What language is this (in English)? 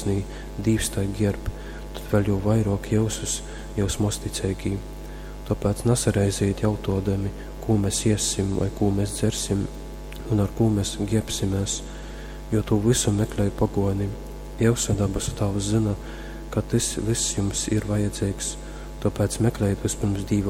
Latgalian